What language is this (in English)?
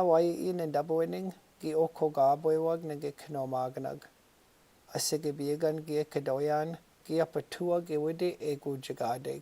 Chippewa